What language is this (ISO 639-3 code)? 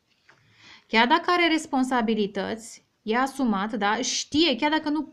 ron